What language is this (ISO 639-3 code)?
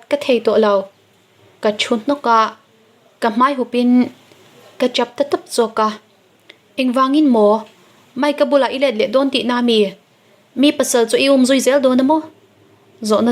lus